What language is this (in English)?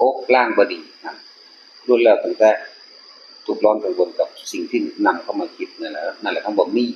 Northeastern Thai